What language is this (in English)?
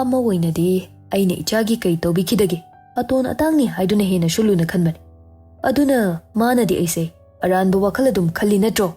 Manipuri